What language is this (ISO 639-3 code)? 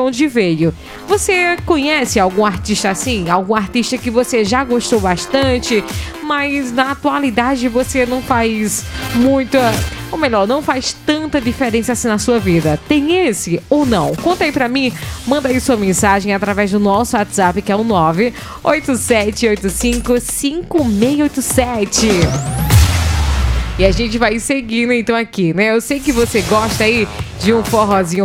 por